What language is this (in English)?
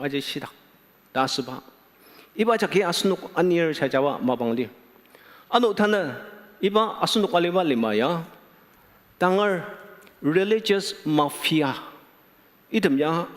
Ao Naga